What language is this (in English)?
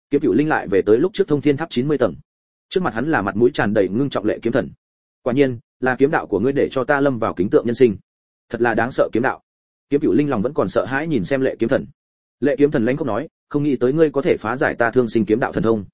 Vietnamese